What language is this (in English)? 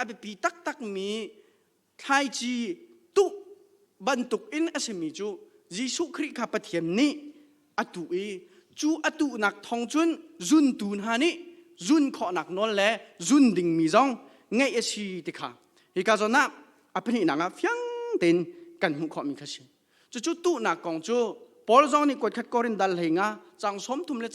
Hakha Chin